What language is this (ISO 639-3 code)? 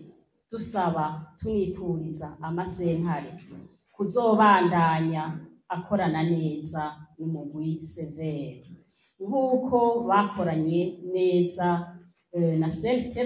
run